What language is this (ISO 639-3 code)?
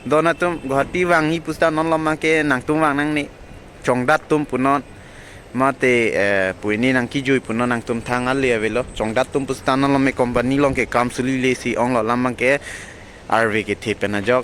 mjw